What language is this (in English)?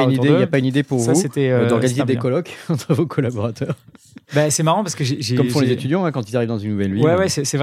French